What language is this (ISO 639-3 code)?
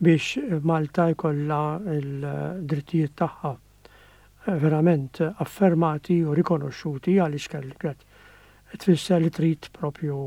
mlt